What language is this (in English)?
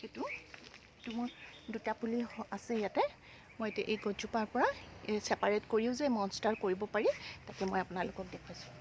Assamese